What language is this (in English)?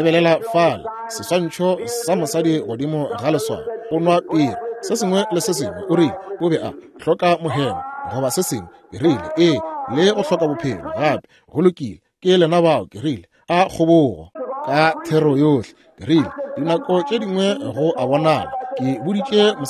Northern Sotho